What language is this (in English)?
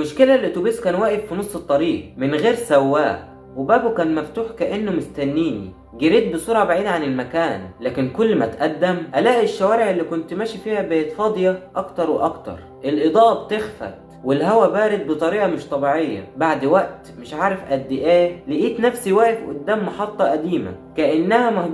Egyptian Arabic